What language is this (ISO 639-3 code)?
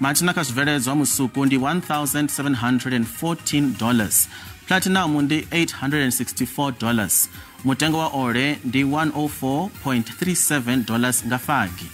ven